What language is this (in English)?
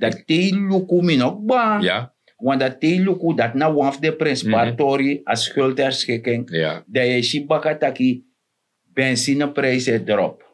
Sranan Tongo